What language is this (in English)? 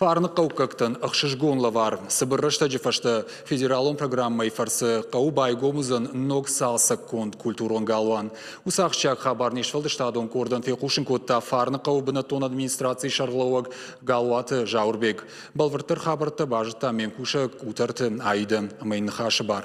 Ossetic